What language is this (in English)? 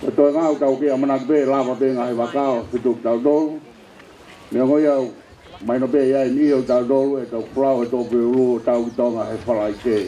Tongan